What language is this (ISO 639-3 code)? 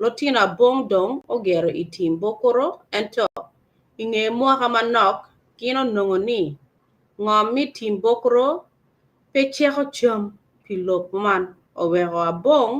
ach